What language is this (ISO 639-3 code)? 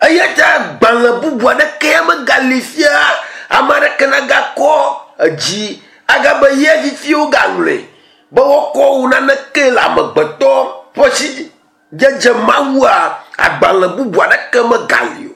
ewe